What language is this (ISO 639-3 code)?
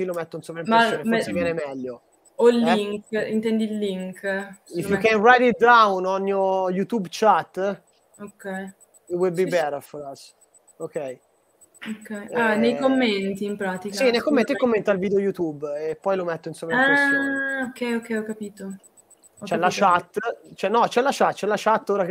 ita